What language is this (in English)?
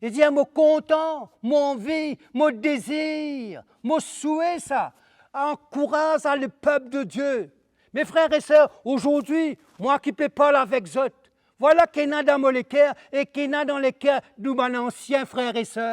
Morisyen